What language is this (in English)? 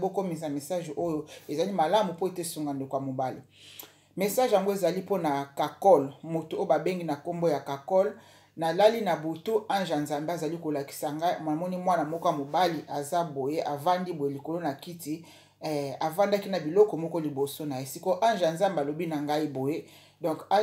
Lingala